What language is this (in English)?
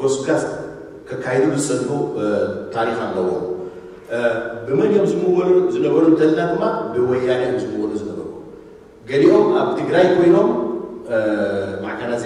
Tigrinya